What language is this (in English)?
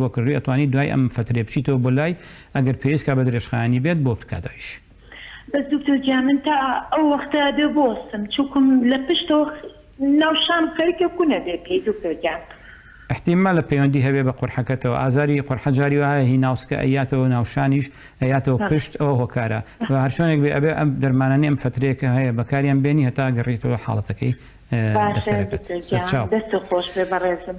Central Kurdish